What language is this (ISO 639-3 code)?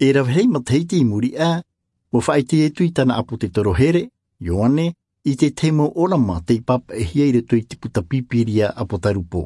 tah